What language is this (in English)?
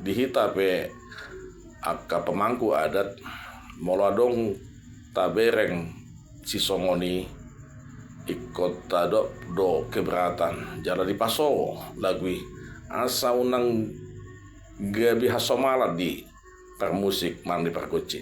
Batak Toba